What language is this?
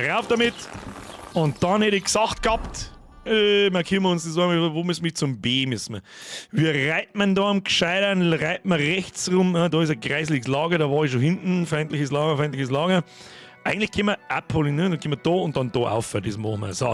Bavarian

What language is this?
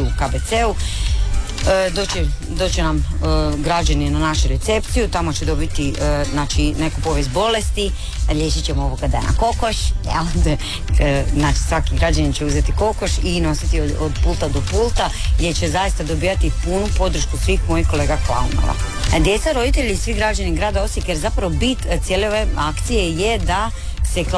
Croatian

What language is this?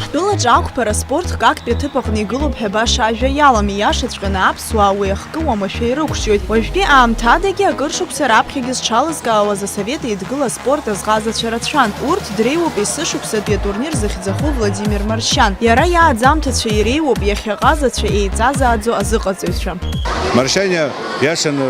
Abkhazian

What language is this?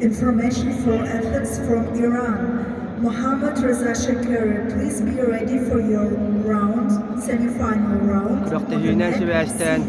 Yakut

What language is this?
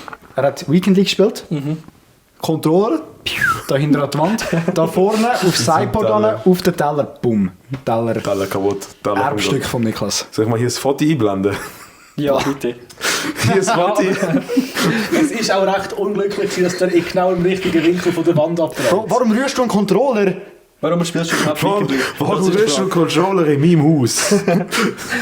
Swiss German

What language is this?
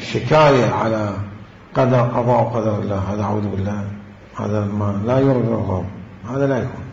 Mesopotamian Arabic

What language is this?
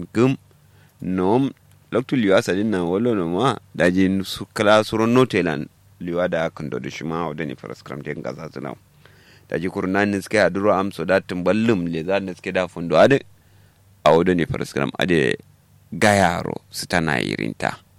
Kanuri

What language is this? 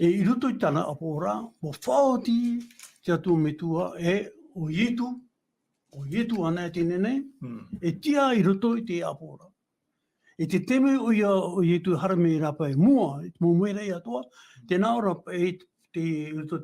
Tahitian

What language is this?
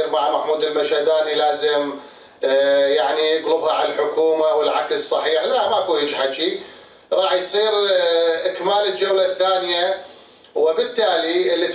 Mesopotamian Arabic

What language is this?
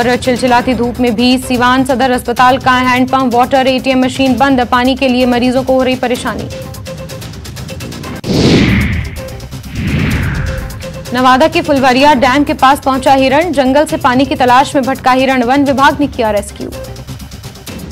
Hindi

